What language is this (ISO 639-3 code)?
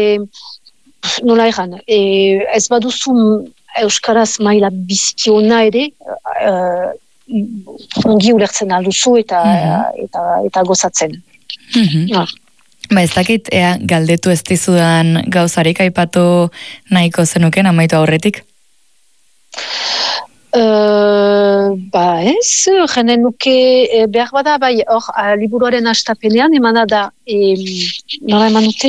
eus